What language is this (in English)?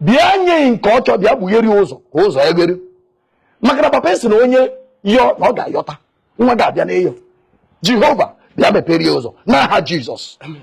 Igbo